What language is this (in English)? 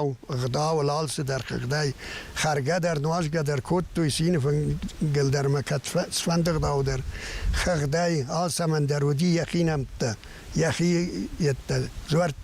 Ossetic